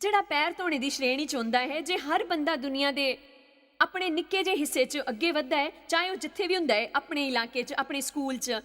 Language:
Dogri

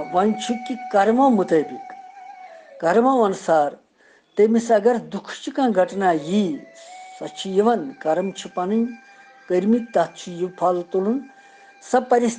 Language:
Kashmiri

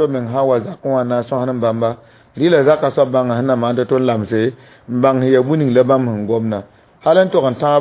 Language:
Mossi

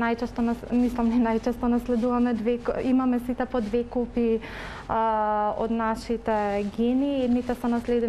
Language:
Macedonian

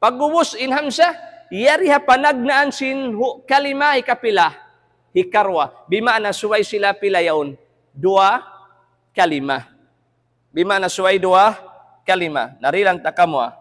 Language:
Tausug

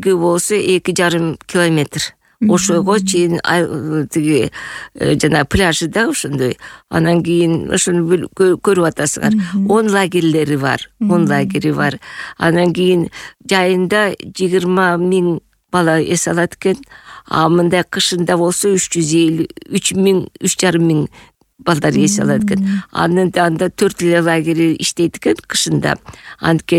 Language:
Kyrgyz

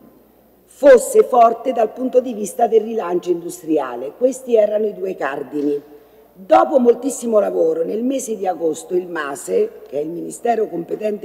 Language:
Italian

